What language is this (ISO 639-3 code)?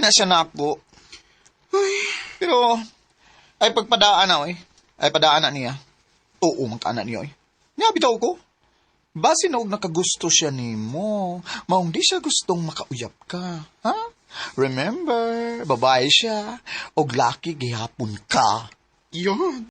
ceb